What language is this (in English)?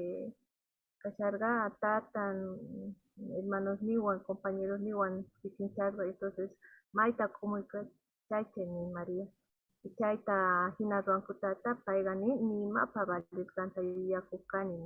South Bolivian Quechua